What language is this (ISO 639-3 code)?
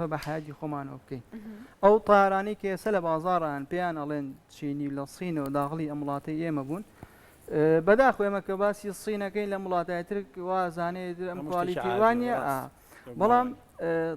ckb